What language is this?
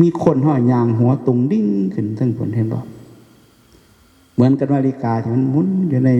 Northeastern Thai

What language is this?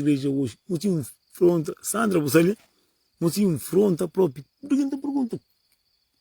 Kabuverdianu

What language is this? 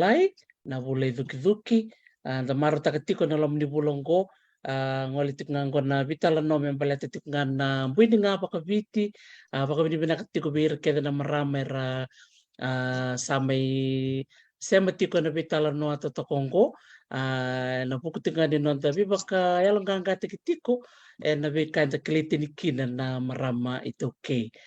Fijian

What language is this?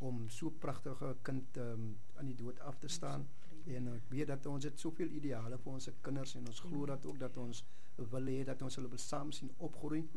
Afrikaans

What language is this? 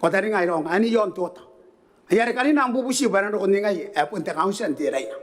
Gilbertese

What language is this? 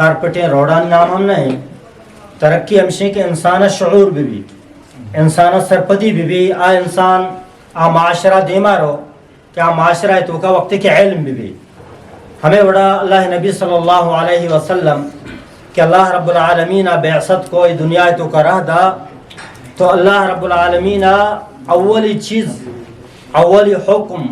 Eastern Balochi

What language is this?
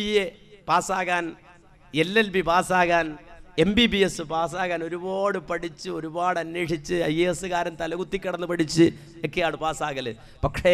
Malayalam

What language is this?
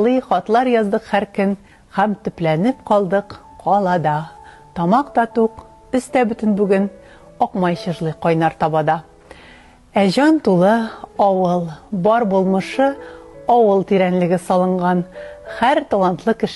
Bashkir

